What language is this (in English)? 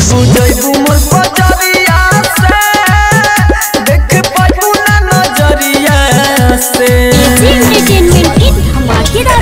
Bhojpuri